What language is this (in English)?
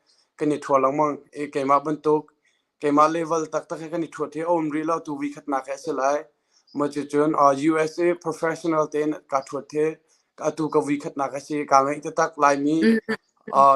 Hakha Chin